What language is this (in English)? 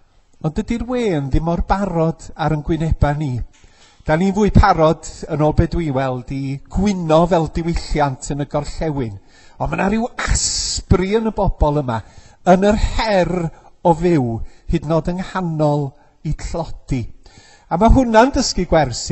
Welsh